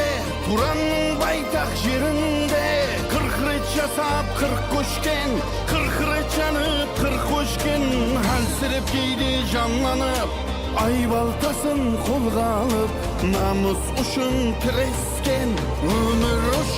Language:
Kara-Kalpak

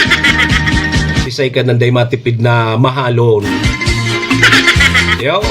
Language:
Bikol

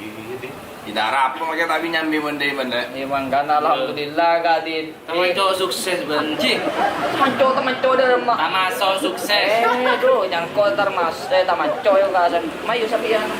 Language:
Madurese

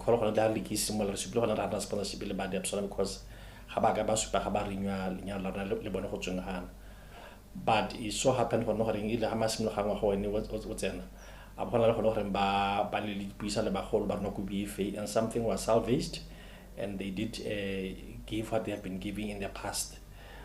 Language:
Tswana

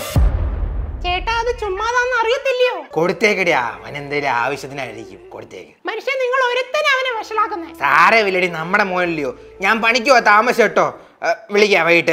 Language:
Malayalam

